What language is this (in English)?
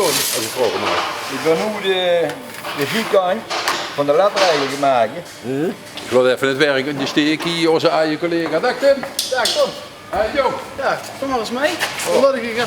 Limburgish